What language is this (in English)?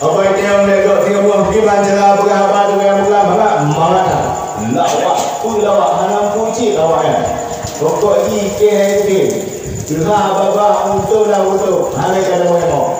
Achinese